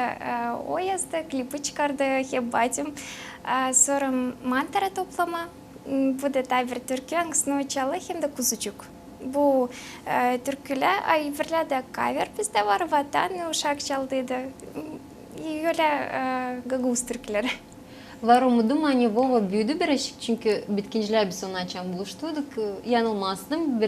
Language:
Gagauz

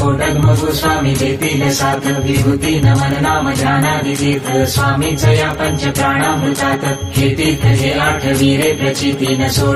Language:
Marathi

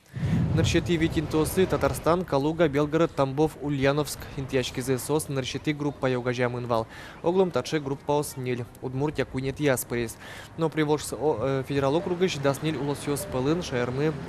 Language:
Udmurt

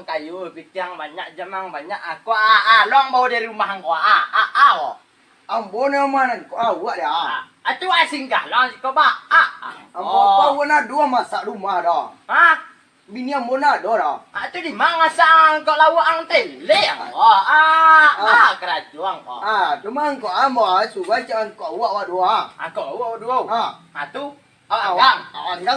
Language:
Minangkabau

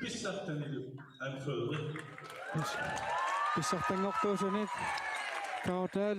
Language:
Kalaallisut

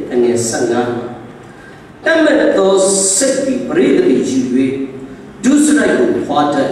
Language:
Burmese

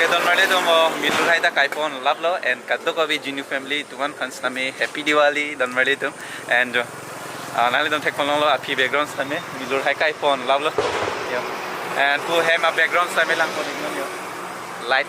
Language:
Karbi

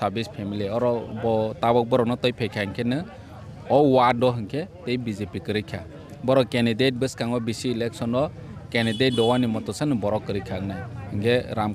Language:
Kok Borok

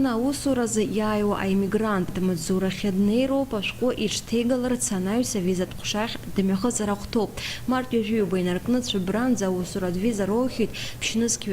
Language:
Abkhazian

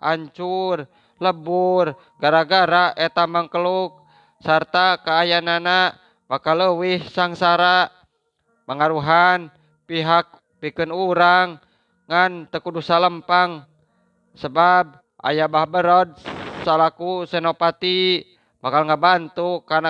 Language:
Sundanese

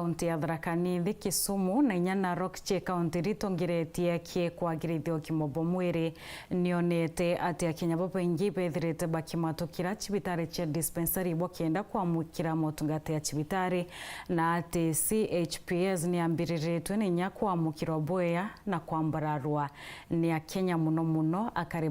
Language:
Meru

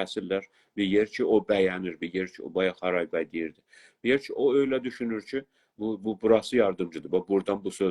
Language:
South Azerbaijani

